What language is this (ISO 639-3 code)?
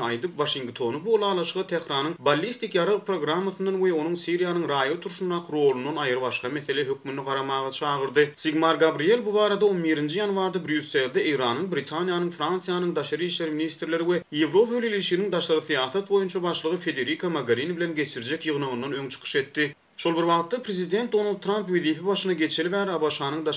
tuk